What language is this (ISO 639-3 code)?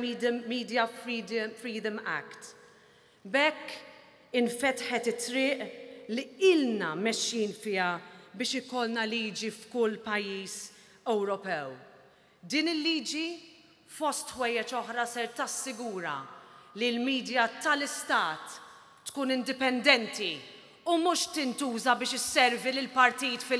mlt